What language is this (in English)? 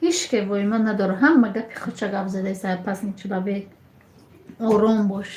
Tajik